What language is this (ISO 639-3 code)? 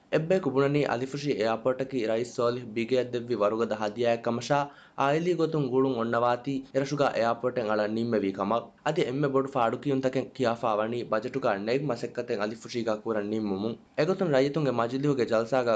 div